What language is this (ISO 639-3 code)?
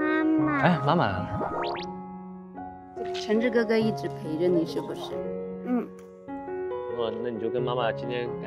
zho